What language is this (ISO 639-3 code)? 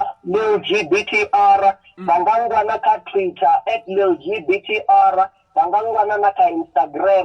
ven